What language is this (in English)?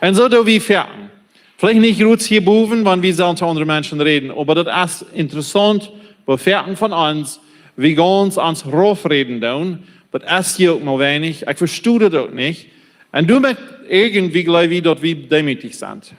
Plautdietsch